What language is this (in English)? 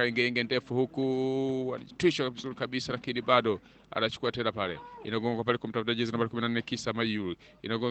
Swahili